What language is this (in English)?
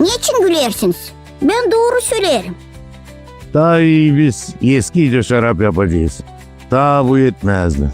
Gagauz